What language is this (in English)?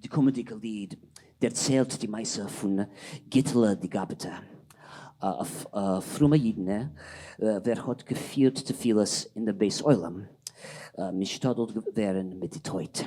Yiddish